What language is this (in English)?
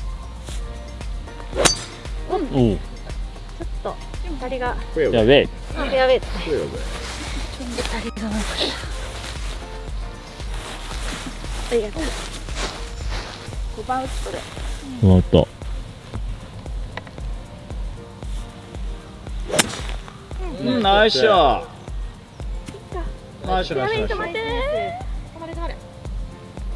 Japanese